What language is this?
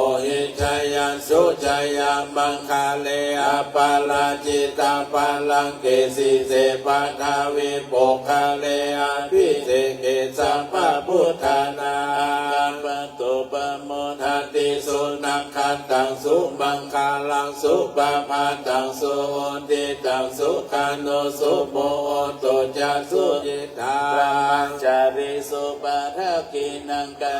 Pali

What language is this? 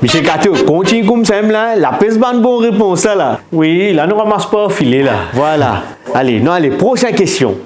Morisyen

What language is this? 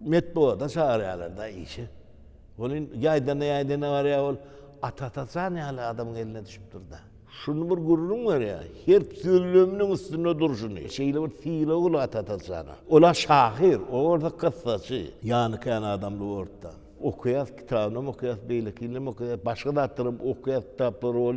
Turkmen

